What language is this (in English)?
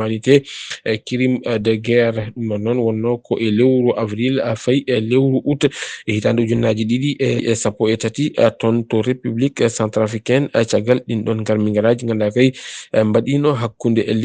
Fula